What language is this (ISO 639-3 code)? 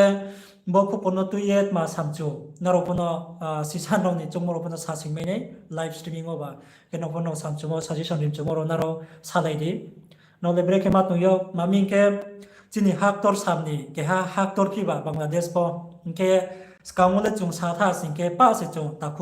ria